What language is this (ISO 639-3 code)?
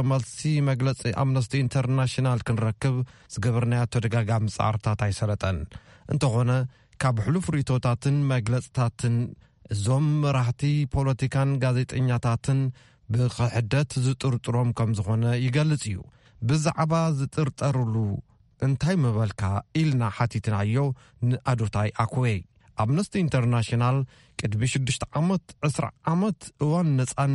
tir